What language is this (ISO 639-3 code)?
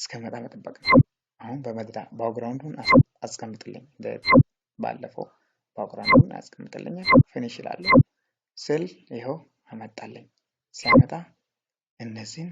amh